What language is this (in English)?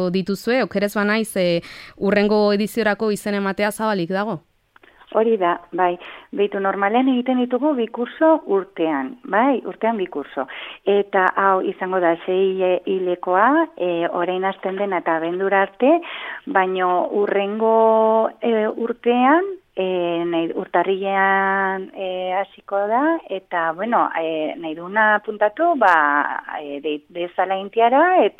Basque